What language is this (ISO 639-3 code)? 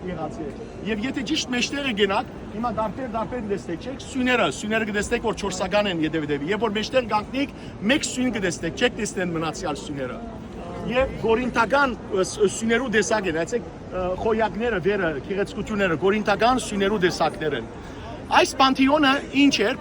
hyw